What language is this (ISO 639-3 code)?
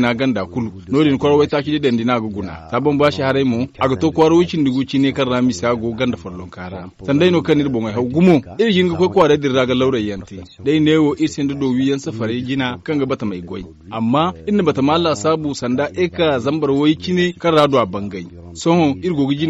dje